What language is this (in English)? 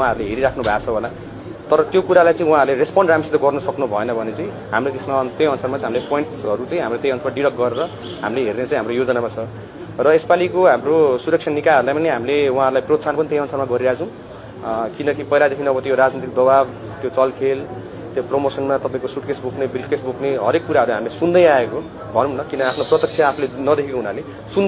Nepali